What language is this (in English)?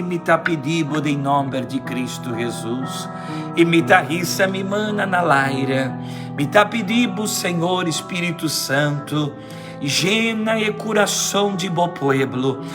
Papiamento